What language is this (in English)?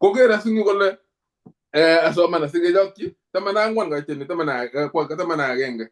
Kalenjin